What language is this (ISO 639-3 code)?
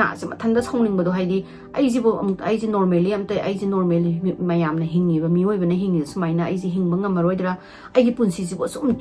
mni